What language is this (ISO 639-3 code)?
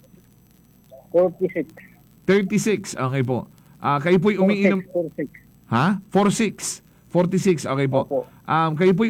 fil